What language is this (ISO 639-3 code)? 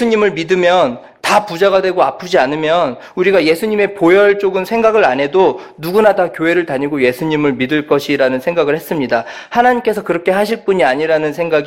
kor